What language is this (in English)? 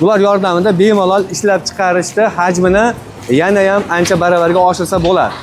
Uzbek